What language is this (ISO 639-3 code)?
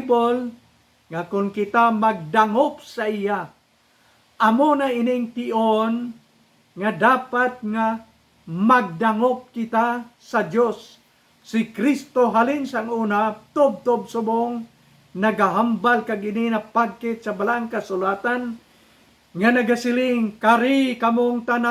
hil